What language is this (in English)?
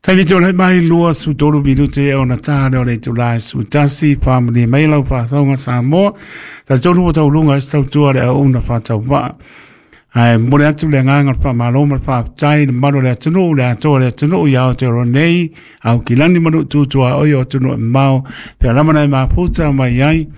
Samoan